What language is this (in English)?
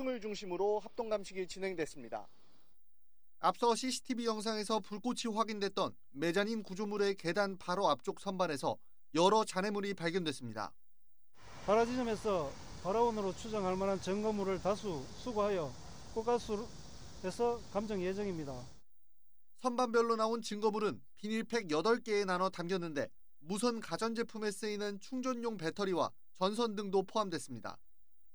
Korean